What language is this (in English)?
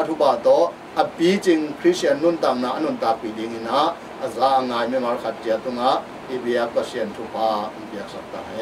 Tedim Chin